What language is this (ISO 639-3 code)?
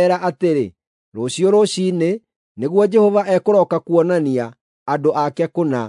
kik